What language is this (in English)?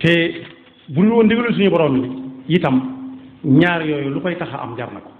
Wolof